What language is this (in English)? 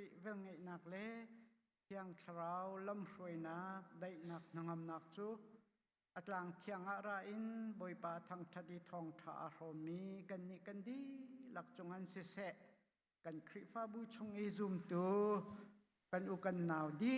Hakha Chin